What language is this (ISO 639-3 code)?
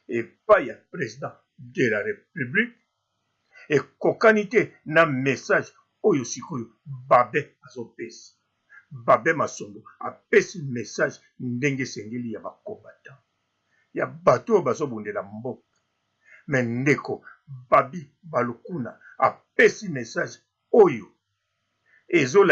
lin